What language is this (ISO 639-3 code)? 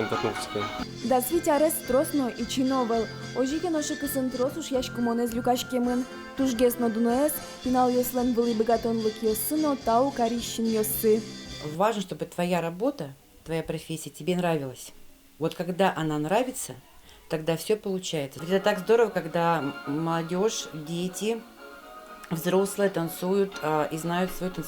udm